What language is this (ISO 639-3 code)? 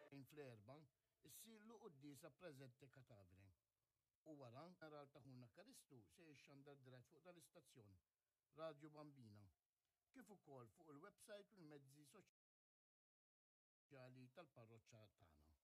mlt